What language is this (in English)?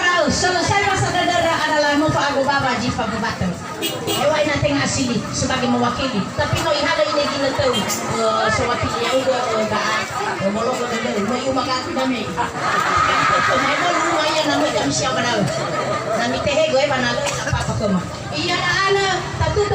Nias